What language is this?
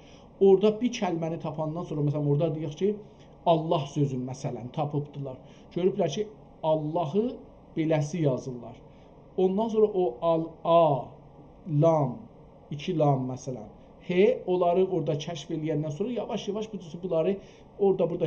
South Azerbaijani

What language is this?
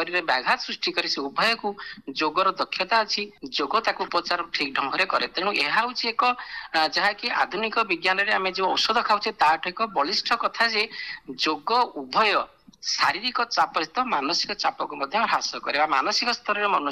Odia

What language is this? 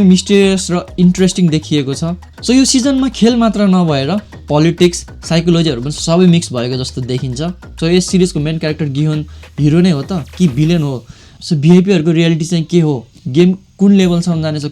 Nepali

